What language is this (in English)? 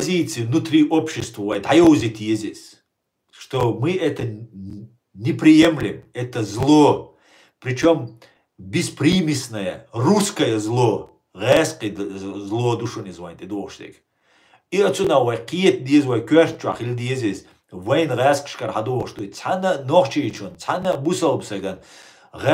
Chechen